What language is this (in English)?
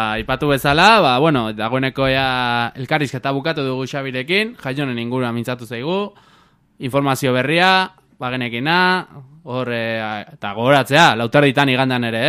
Basque